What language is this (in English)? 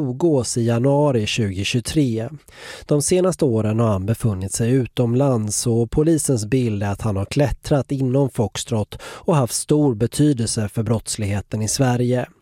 Swedish